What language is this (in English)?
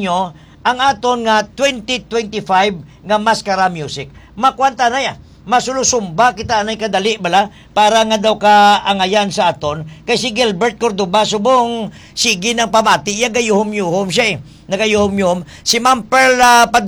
Hiligaynon